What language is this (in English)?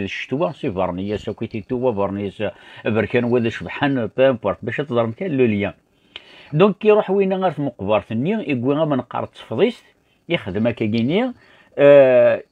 Kabyle